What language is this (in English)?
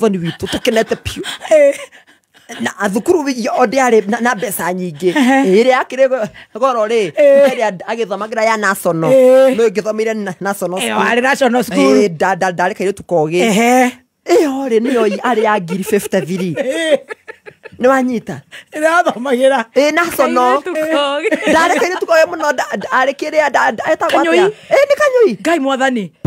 Kikuyu